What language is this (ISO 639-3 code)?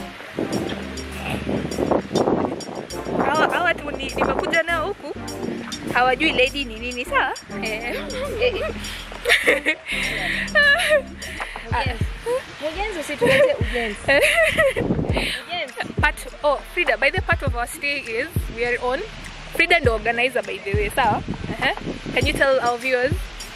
swa